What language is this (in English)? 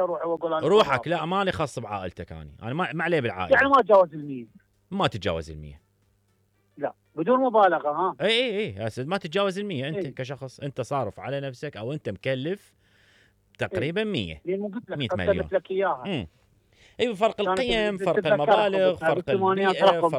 Mesopotamian Arabic